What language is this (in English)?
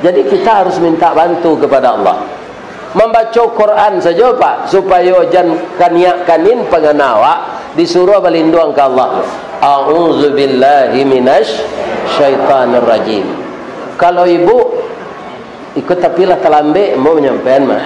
Minangkabau